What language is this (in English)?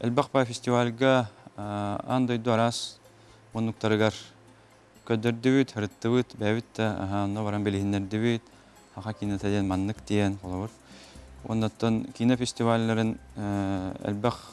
Yakut